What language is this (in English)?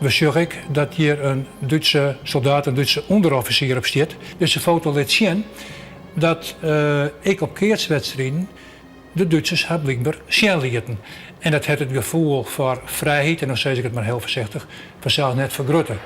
Western Frisian